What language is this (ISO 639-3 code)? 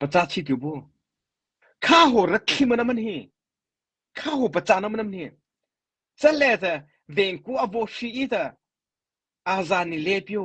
mrh